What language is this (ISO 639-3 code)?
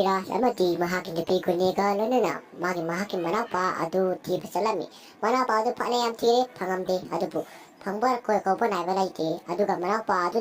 mni